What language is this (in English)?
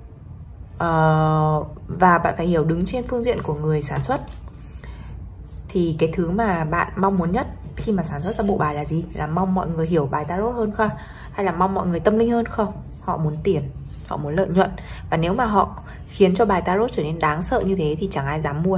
Vietnamese